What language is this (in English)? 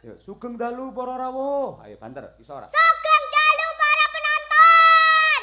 Javanese